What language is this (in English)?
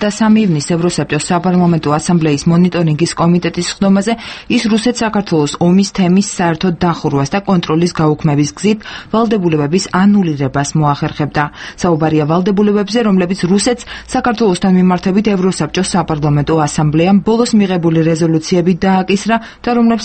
Georgian